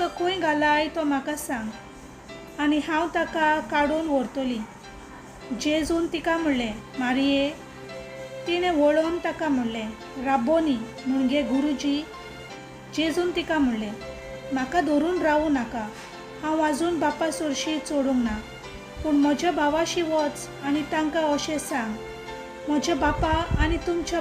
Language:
Konkani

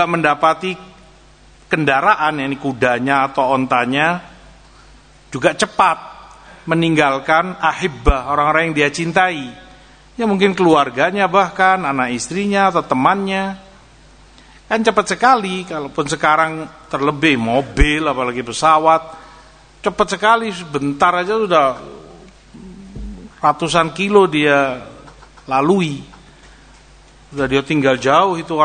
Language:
Indonesian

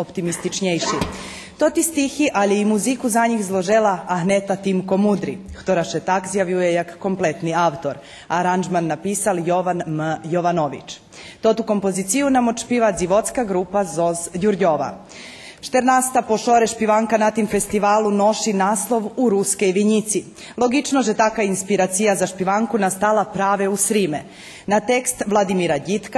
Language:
Rusyn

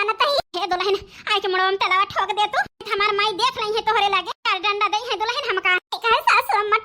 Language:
Awadhi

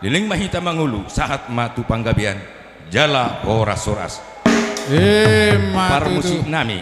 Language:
Batak Toba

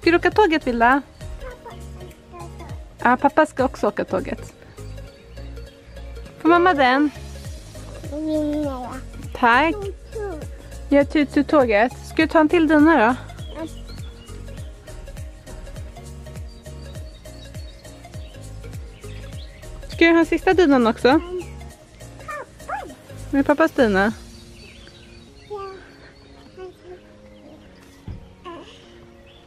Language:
Swedish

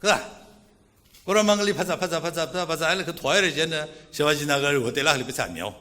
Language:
Tangkhul Naga (India)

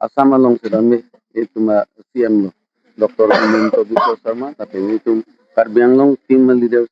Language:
Karbi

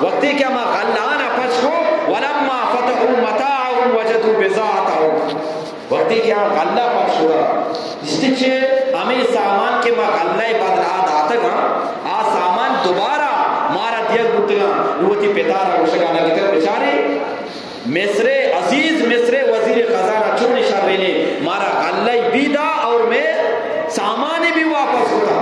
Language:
Eastern Balochi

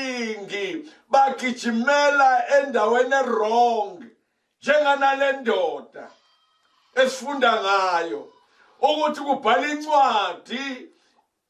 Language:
Zulu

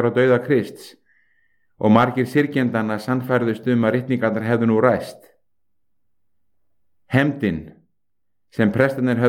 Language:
Icelandic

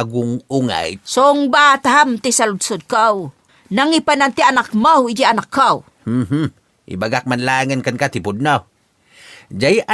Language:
Iloko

